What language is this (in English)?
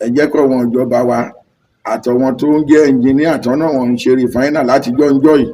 Yoruba